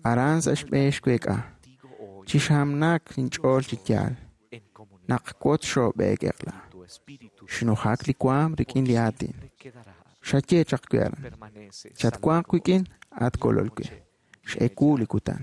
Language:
Kekchí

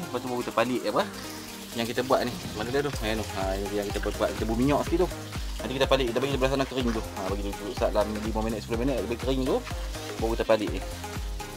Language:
Malay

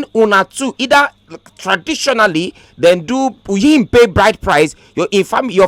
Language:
Nigerian Pidgin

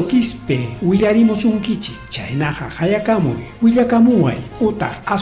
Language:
Ayacucho Quechua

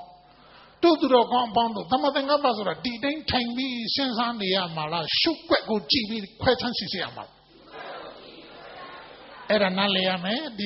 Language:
Burmese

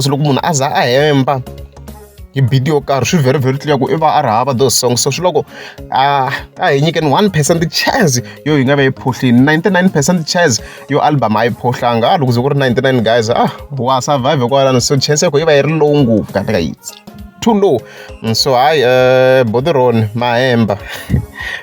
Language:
Tsonga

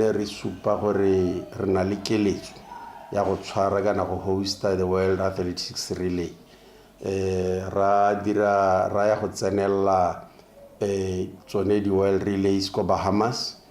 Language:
Tswana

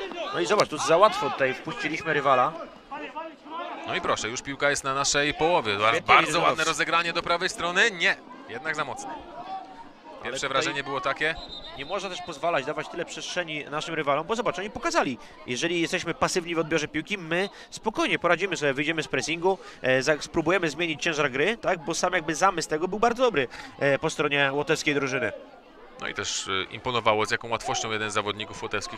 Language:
Polish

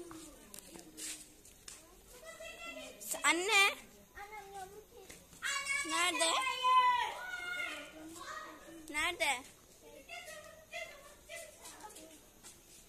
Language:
Turkish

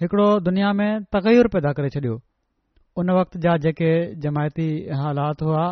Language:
Sindhi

